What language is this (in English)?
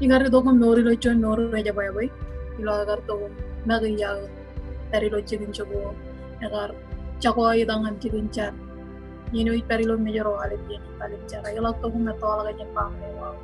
Marshallese